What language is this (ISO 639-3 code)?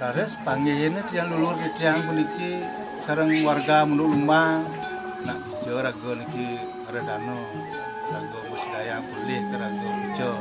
ban